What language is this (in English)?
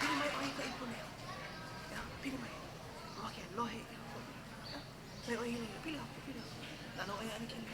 Hawaiian